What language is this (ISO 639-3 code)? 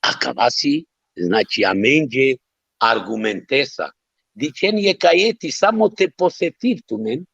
rmn